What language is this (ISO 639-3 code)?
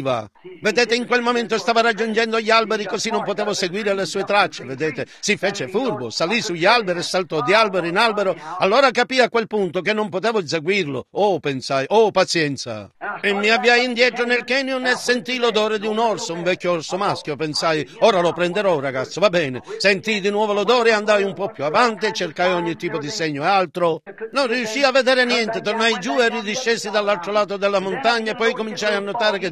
ita